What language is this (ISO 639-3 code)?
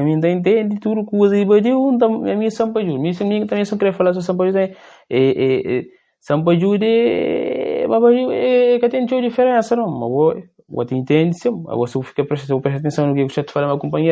kea